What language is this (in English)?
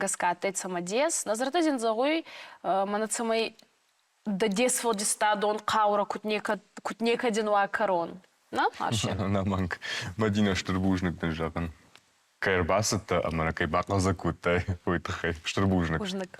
Ossetic